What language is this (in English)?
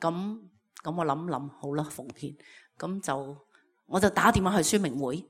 Cantonese